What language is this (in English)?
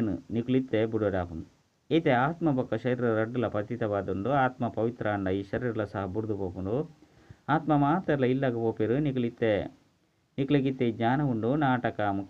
Tulu